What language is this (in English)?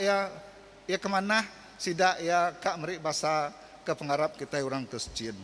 Iban